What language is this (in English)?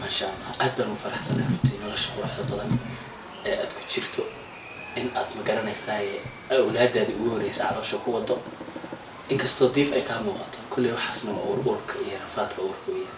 Somali